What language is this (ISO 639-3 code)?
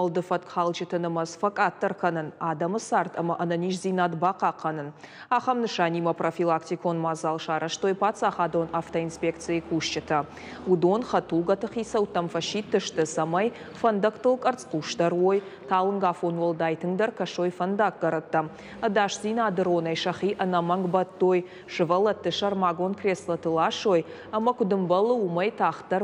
oss